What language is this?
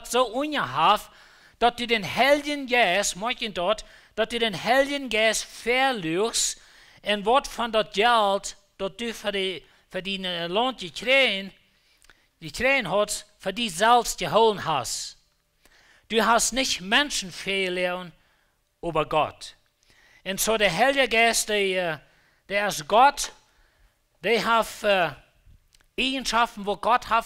Plautdietsch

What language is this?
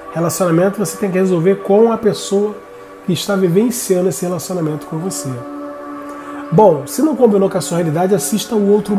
Portuguese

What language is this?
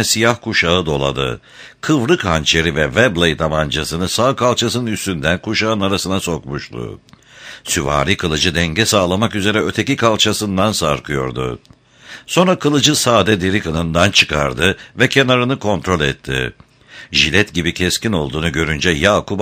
Turkish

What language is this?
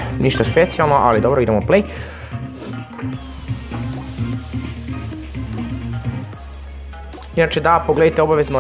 Croatian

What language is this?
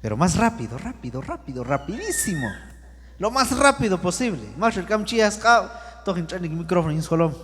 Q'anjob'al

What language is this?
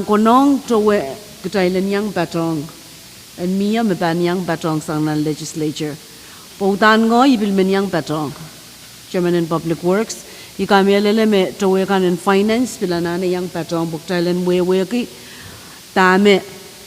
Pohnpeian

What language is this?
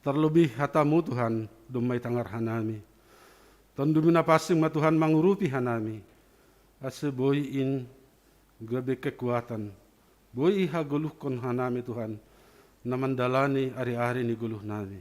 Batak Simalungun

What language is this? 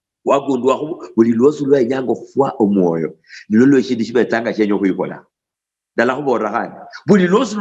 Luyia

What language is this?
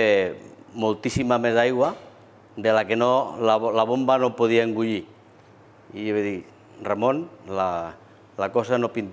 Catalan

